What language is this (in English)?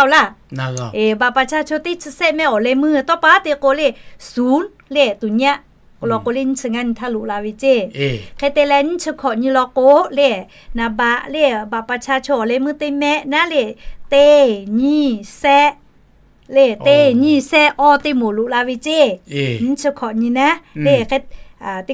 Lahu